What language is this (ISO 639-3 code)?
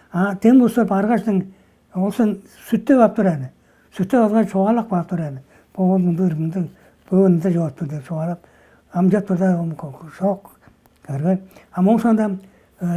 tyv